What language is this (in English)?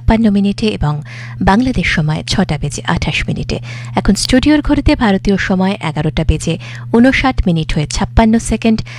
Bangla